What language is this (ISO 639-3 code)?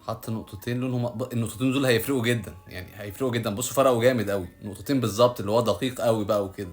arz